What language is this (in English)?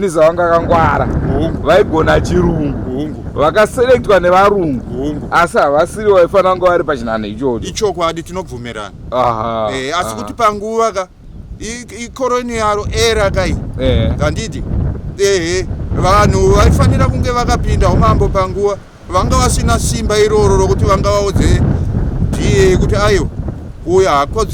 Shona